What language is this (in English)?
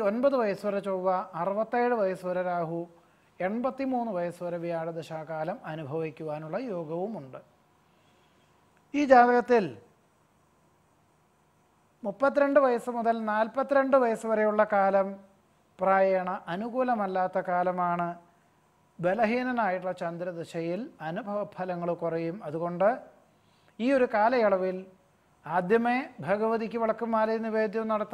Malayalam